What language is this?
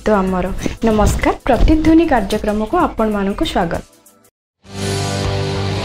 Odia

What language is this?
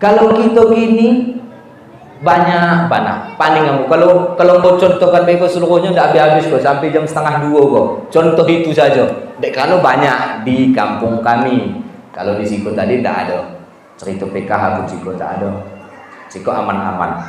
Minangkabau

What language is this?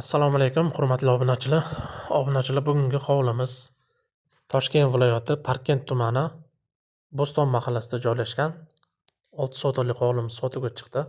Uzbek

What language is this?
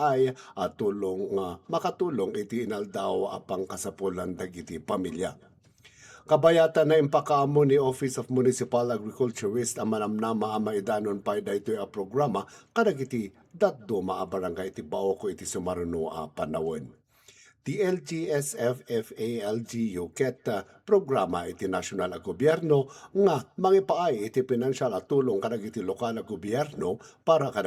Iloko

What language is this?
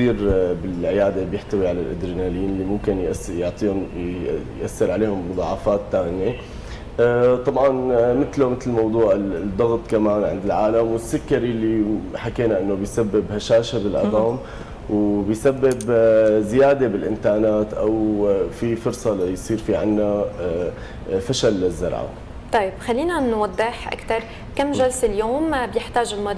North Levantine Arabic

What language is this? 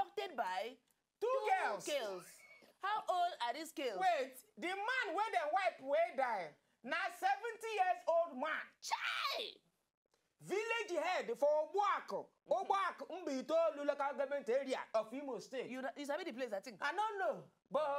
Nigerian Pidgin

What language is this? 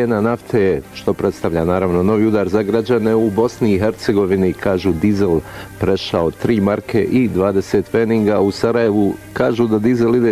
Bosnian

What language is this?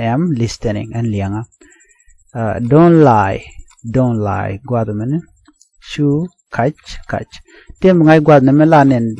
Nuer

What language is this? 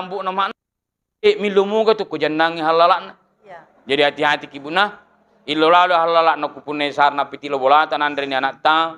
Buginese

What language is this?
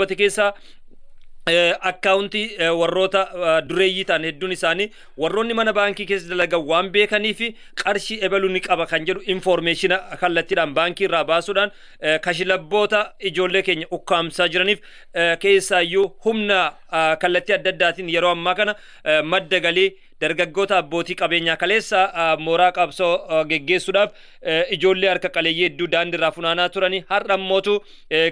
Oromo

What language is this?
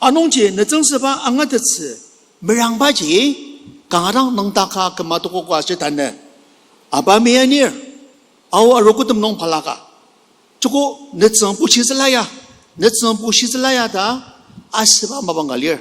Ao Naga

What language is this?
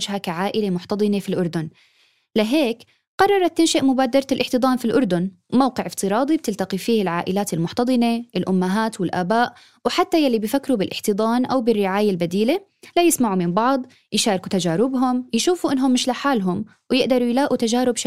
North Levantine Arabic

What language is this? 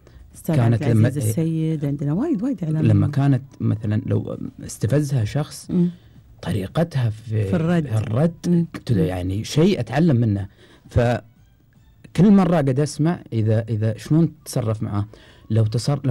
Gulf Arabic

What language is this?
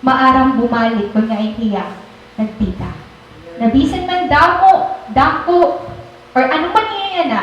Waray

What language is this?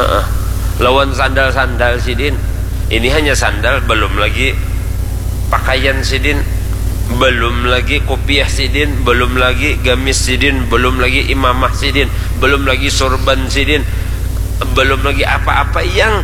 Banjar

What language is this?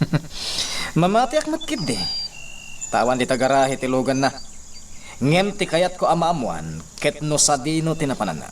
Iloko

